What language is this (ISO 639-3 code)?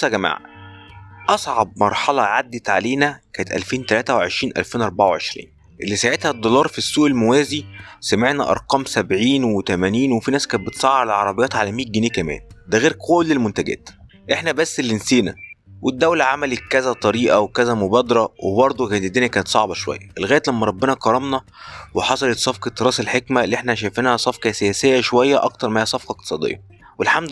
arz